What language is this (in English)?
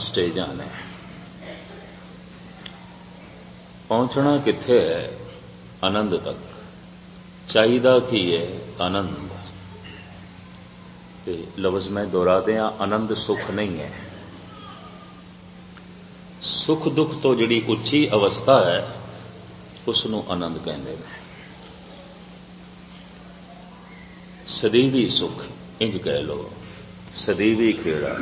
Punjabi